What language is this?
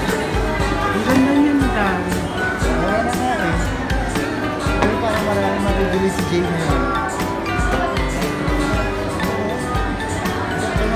Filipino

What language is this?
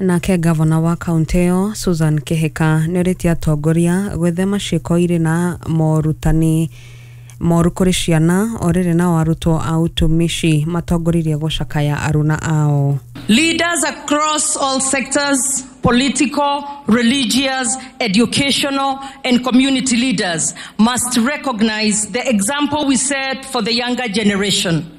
Kikuyu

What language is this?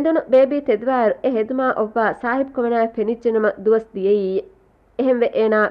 Divehi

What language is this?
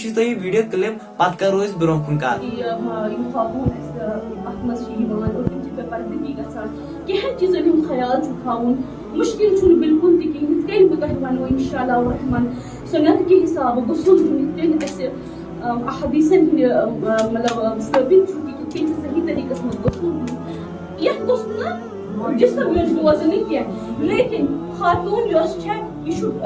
Kashmiri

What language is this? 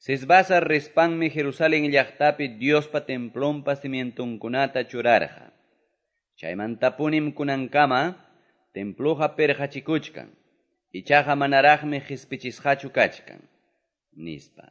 Quechua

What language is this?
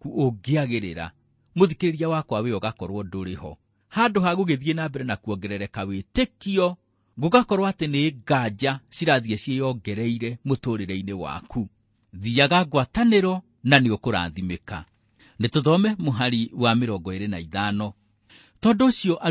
Kikuyu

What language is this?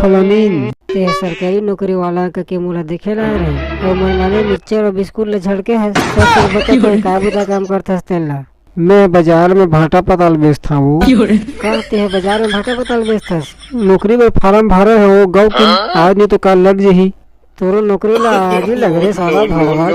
Chhattisgarhi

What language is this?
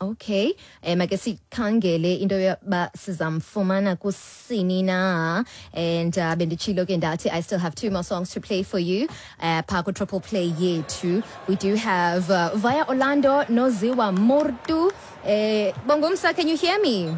Xhosa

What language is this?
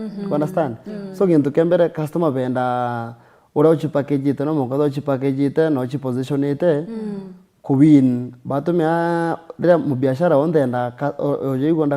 Meru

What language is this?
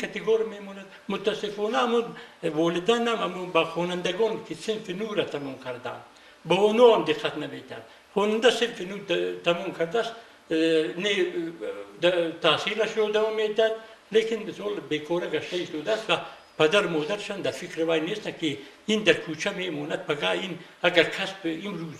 Tajik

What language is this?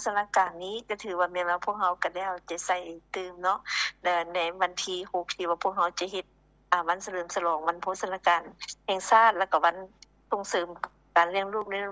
Lao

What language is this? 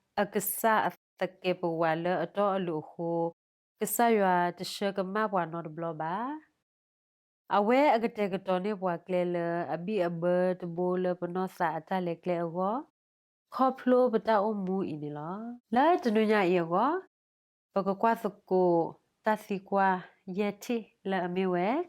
S'gaw Karen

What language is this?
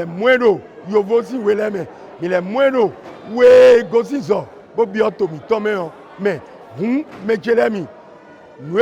Fon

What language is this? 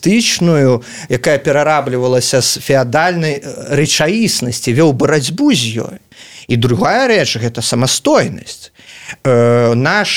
Belarusian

